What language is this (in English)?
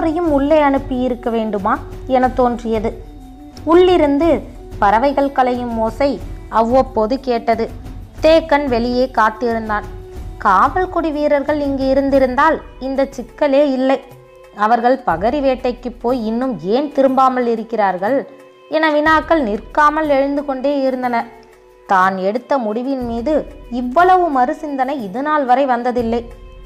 Tamil